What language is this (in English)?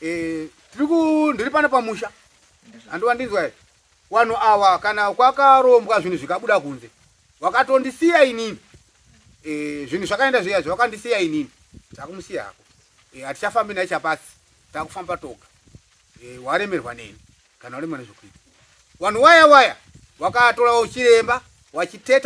Shona